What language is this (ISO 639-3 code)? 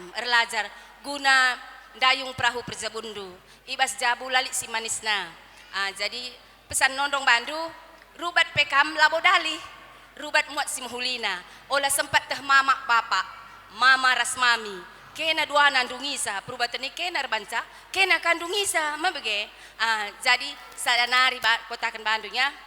btx